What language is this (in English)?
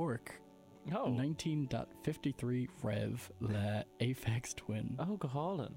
Irish